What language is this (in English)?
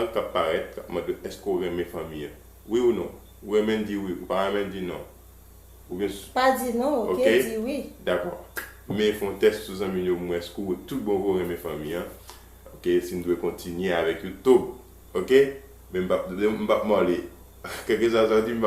Haitian Creole